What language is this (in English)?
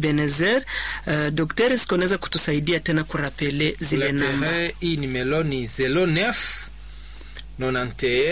Swahili